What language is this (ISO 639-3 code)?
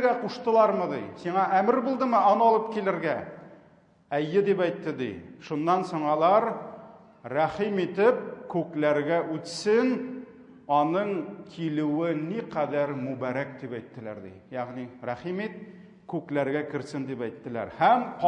tat